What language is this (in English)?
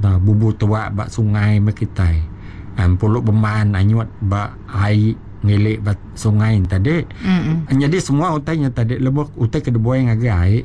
Iban